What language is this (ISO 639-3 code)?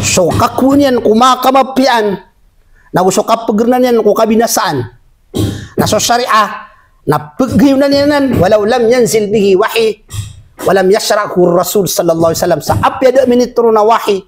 mrw